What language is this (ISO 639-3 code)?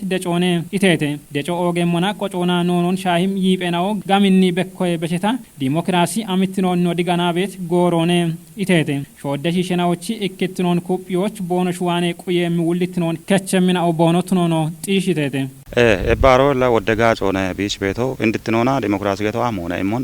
kbr